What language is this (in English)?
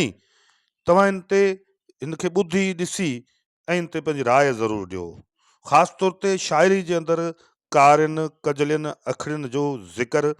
Sindhi